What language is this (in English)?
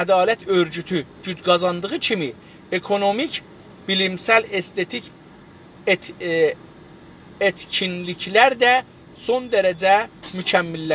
South Azerbaijani